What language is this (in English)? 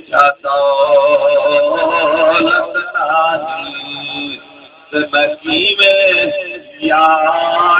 Saraiki